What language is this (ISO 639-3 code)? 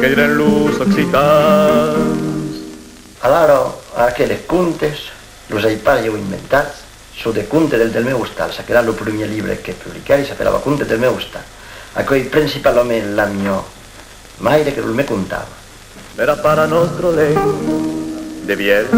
oci